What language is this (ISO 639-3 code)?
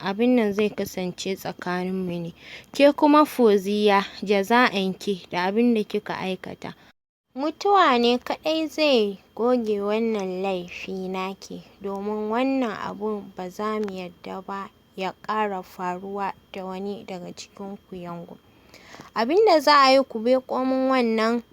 hau